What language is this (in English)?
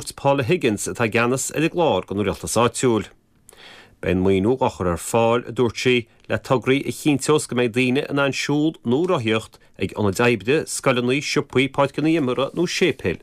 Irish